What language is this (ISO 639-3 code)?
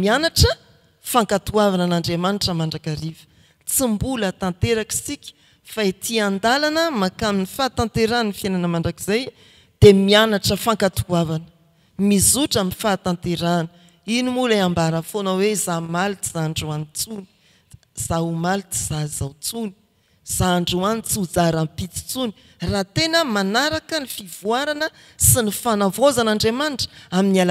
mlg